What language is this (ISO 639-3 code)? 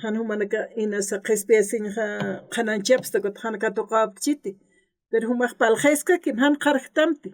aym